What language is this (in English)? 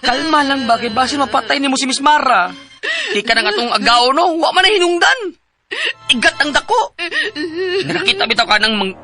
Cebuano